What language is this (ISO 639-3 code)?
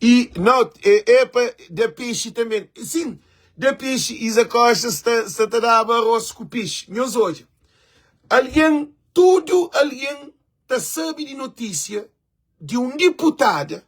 kea